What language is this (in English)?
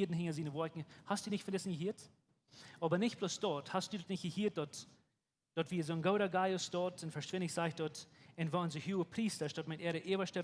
Plautdietsch